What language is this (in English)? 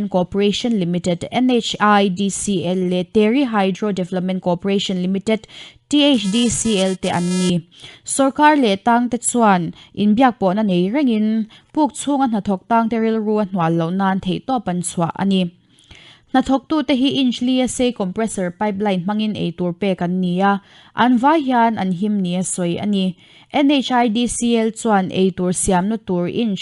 Mizo